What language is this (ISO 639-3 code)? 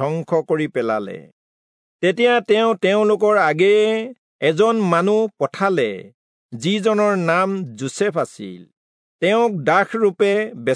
asm